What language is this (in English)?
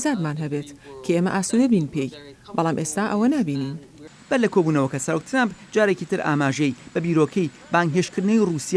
Central Kurdish